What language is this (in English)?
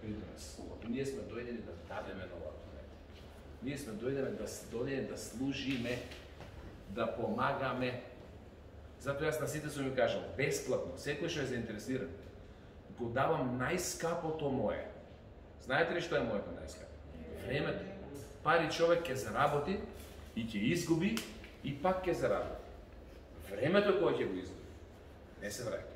Macedonian